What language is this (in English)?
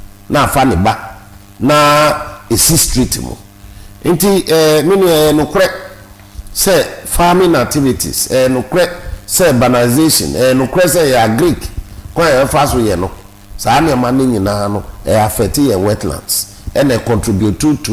Akan